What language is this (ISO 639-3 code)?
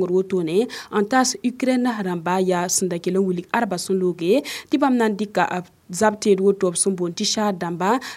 mos